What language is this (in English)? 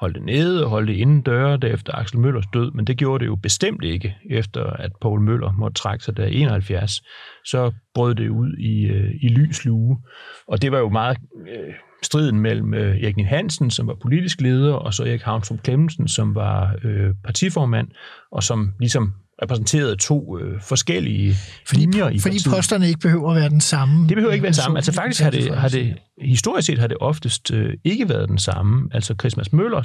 Danish